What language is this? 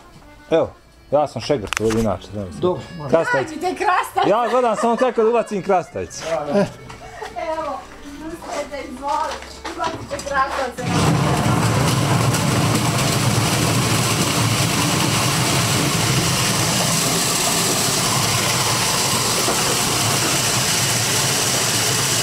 Bosnian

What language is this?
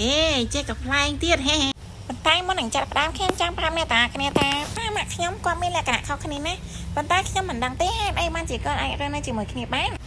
Khmer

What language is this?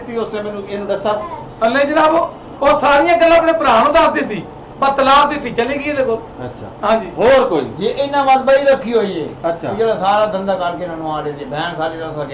Saraiki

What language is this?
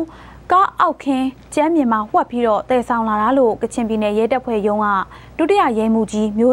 Burmese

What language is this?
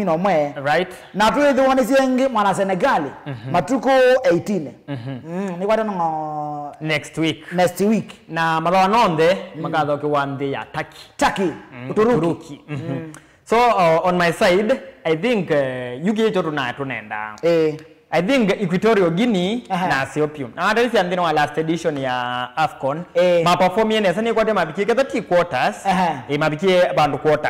Kamba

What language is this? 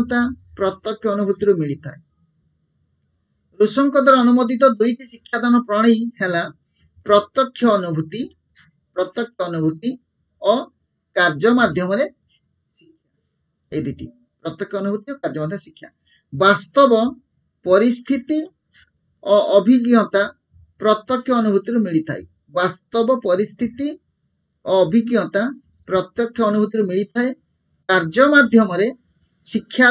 Odia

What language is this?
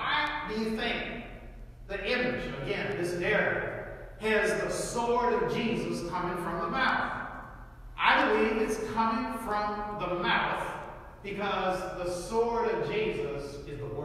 English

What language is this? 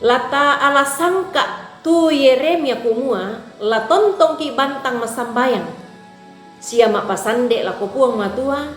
Toraja-Sa'dan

